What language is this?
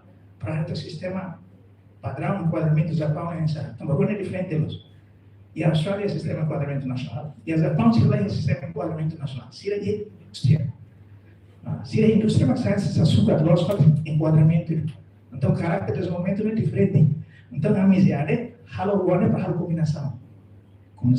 Tetum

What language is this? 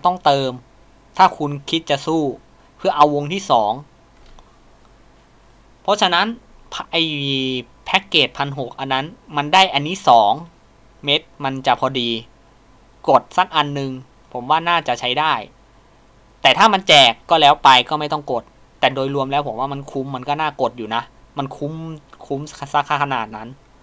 Thai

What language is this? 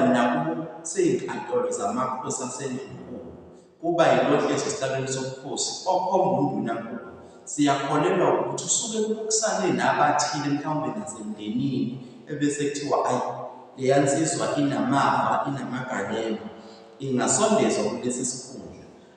Zulu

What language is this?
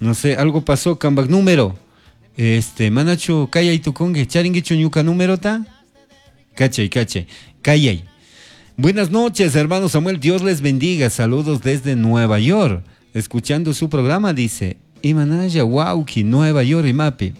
Chimborazo Highland Quichua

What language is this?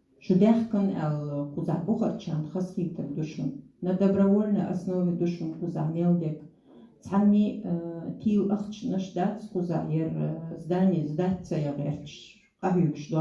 Chechen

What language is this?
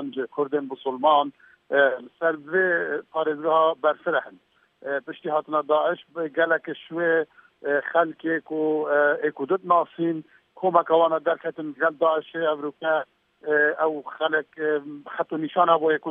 Kurdish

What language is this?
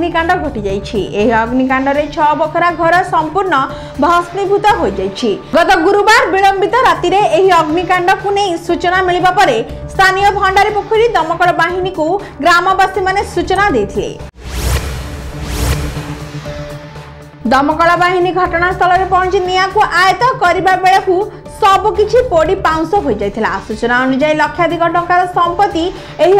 Odia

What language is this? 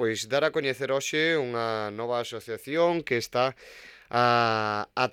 Galician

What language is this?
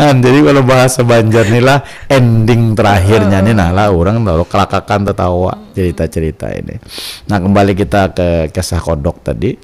Banjar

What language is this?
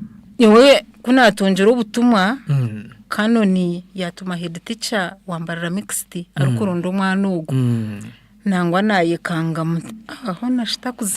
Nyankole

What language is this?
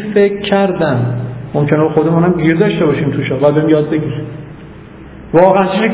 Persian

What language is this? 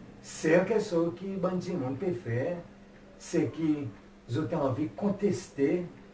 Seselwa Creole French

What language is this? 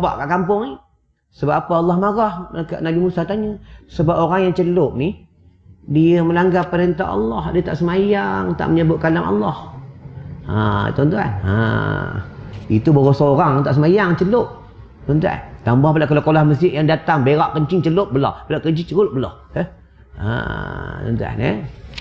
Malay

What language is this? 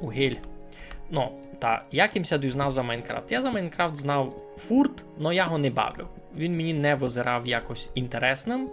Rusyn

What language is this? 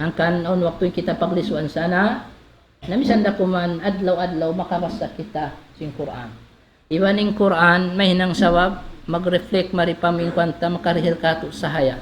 Tausug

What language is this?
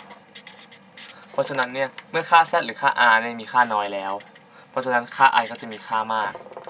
Thai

